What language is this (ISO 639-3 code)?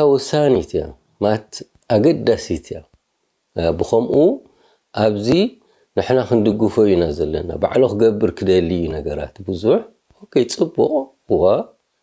tir